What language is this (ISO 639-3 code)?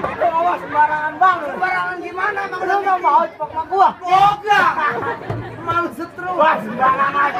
bew